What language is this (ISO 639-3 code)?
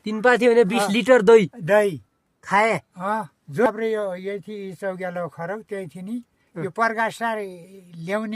nep